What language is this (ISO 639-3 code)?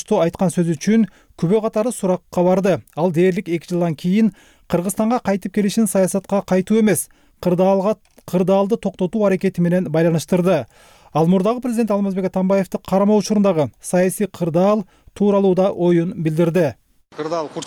kir